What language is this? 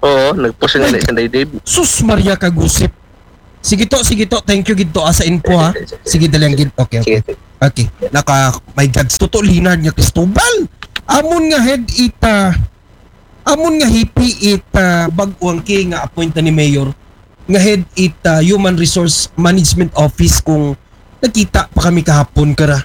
Aklanon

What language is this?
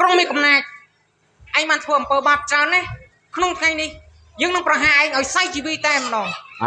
Khmer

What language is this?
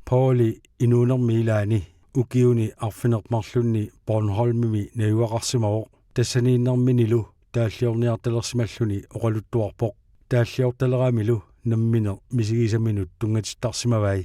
Kalaallisut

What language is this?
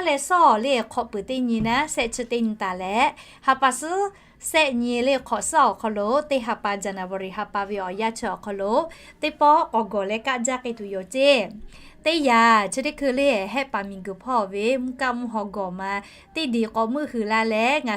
Lahu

